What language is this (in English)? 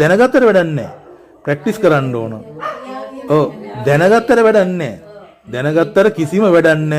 Sinhala